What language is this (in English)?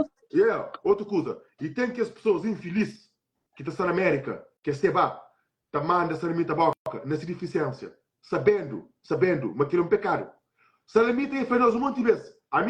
Kabuverdianu